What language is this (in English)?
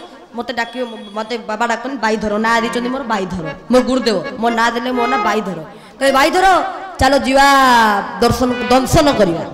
Odia